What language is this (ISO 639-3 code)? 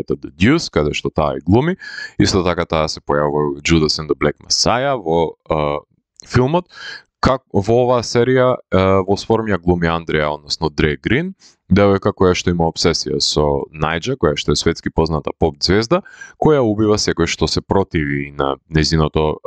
mkd